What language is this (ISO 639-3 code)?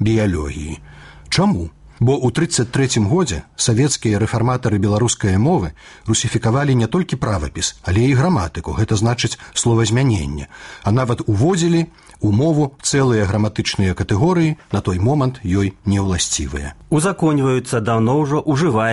bel